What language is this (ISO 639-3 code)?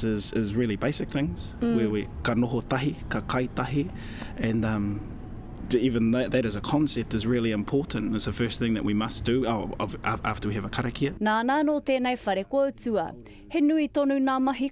mri